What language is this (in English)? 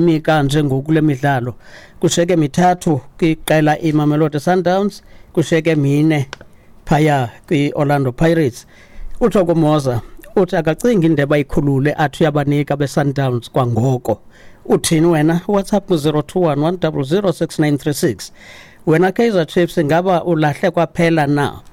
Xhosa